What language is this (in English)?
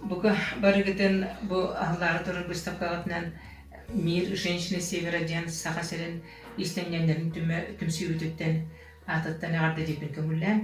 Yakut